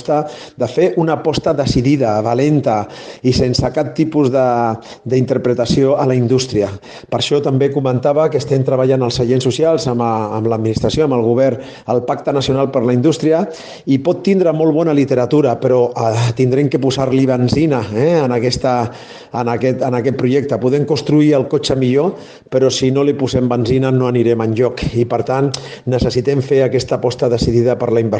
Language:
Catalan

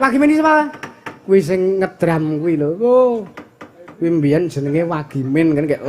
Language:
Javanese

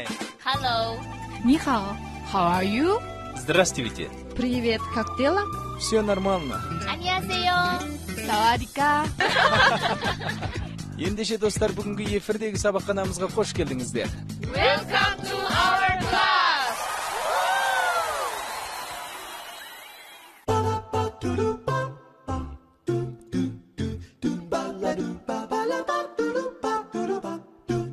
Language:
Kazakh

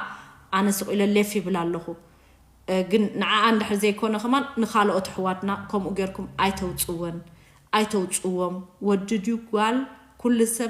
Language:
Tigrinya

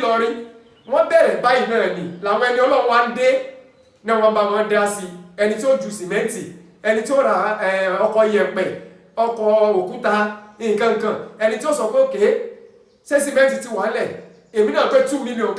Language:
Yoruba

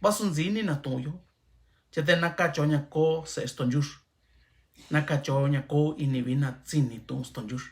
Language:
Mixtepec Mixtec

